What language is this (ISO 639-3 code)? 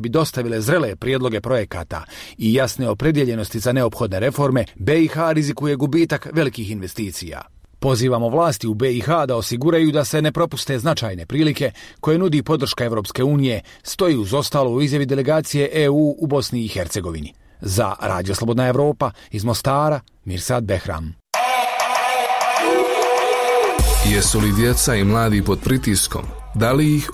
bos